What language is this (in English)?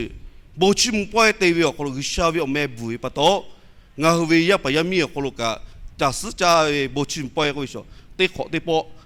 Lahu